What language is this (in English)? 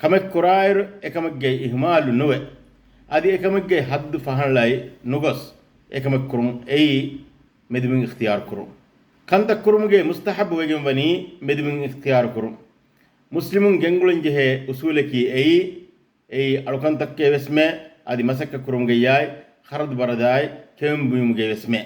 Divehi